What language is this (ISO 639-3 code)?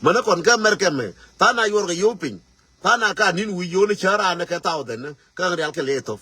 nus